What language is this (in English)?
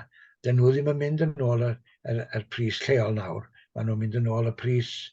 Welsh